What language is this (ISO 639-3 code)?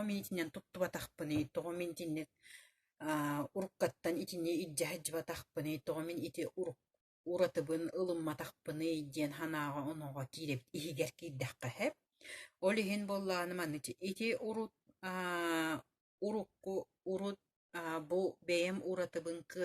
sah